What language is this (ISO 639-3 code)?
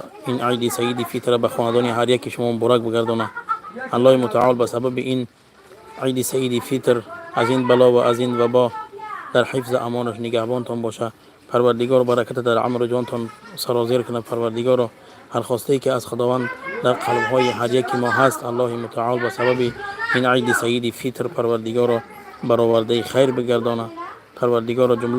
tgk